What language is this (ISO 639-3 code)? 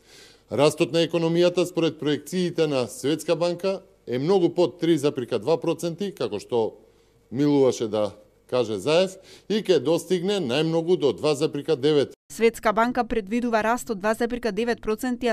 mkd